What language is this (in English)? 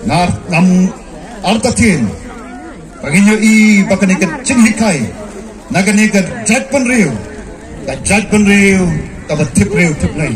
Khasi